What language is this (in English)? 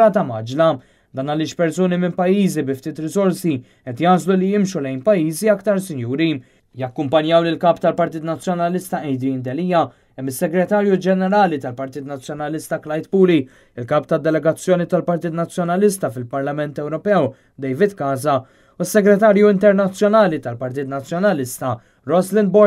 Maltese